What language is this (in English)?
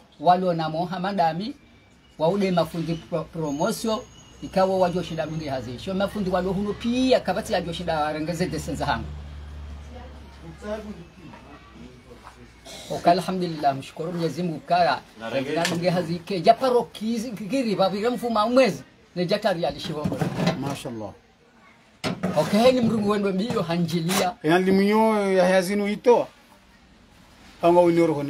Swahili